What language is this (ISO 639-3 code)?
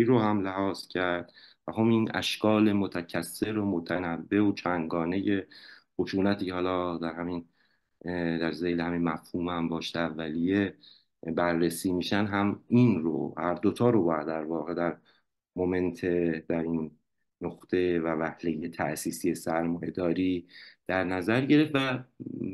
fas